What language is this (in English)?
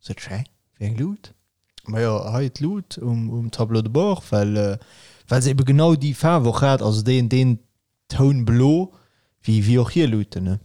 Luxembourgish